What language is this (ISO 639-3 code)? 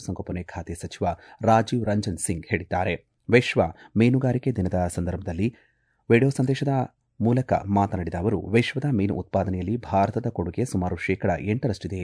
kan